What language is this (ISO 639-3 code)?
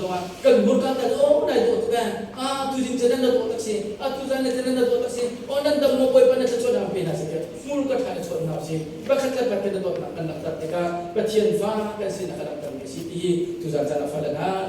cnh